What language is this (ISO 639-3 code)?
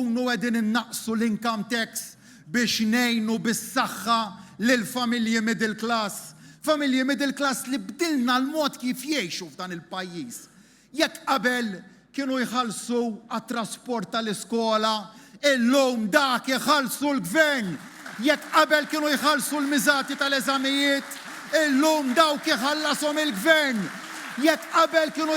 mlt